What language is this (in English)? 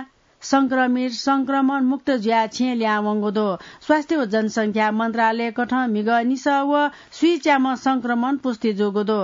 Newari